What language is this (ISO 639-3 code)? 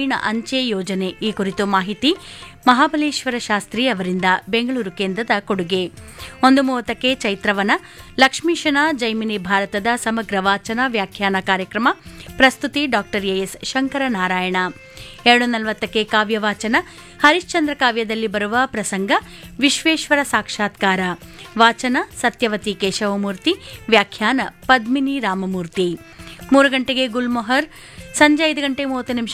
kan